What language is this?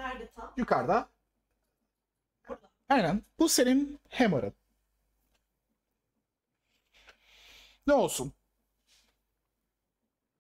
Turkish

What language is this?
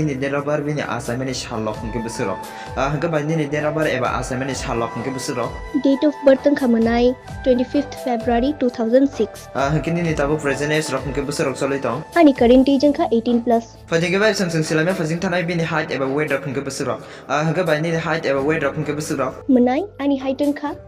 Kok Borok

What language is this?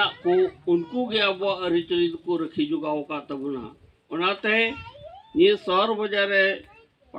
Santali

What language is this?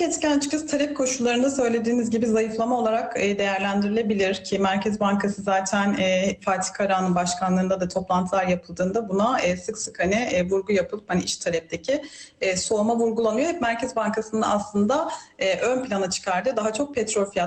Turkish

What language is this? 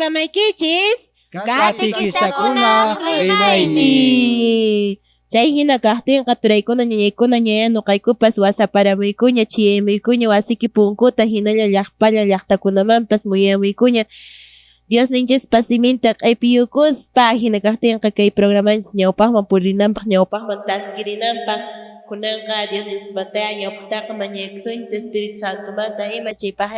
Quechua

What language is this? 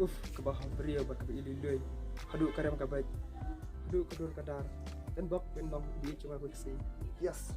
Khasi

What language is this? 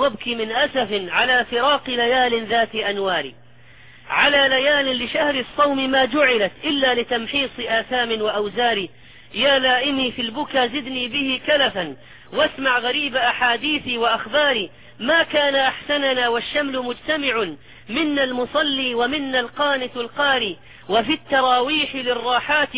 Arabic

